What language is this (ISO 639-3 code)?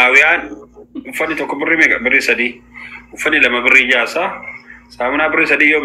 orm